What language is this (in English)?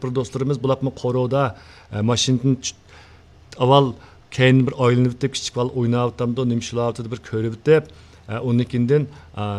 Uyghur